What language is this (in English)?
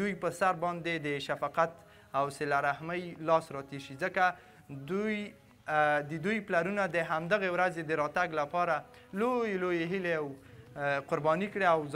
Pashto